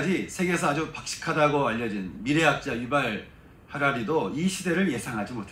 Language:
Korean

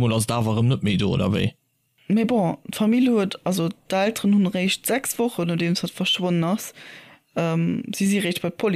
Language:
Luxembourgish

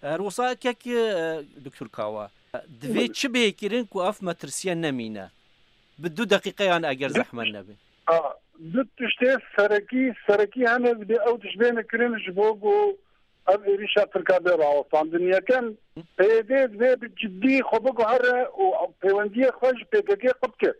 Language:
Kurdish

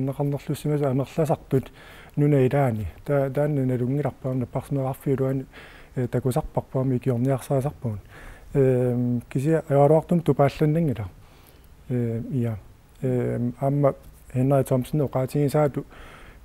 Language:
Kalaallisut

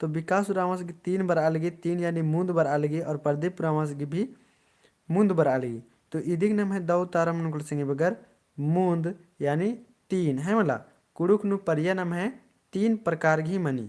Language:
Kurukh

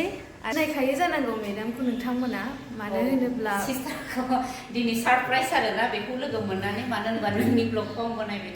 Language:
Bodo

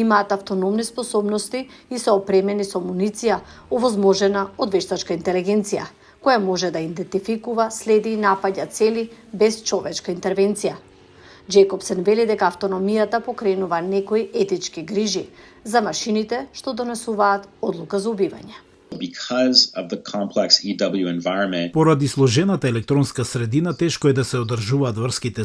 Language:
Macedonian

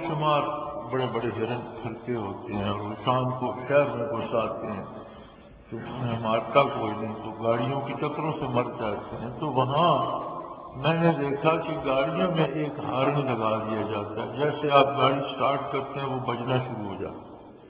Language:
Urdu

